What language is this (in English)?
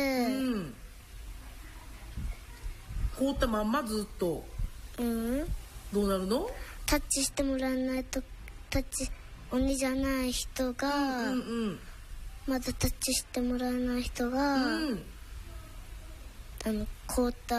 Japanese